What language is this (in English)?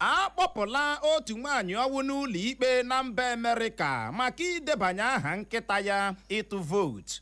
Igbo